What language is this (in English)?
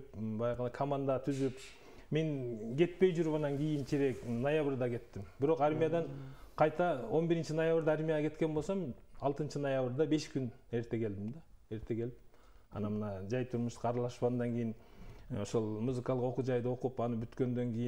Kyrgyz